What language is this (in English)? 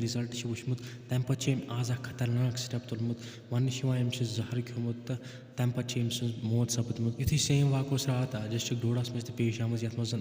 Kashmiri